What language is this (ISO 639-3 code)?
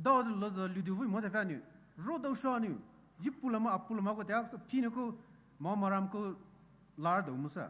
pmx